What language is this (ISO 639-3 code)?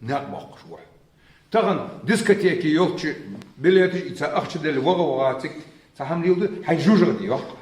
inh